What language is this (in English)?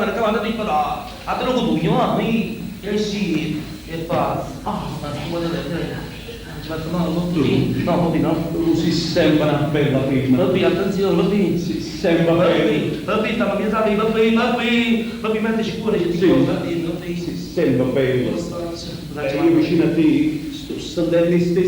Neapolitan